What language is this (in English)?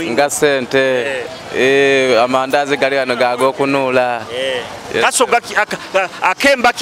Nyoro